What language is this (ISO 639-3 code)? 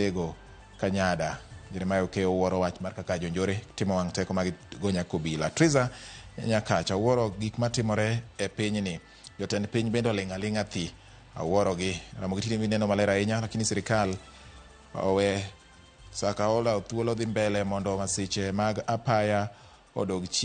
luo